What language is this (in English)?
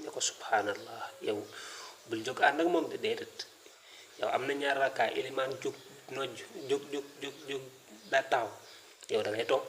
Wolof